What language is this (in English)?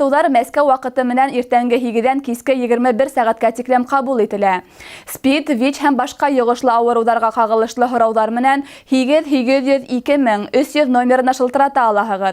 Bashkir